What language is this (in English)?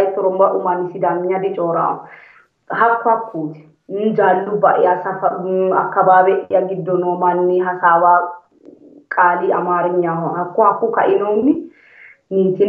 Sidamo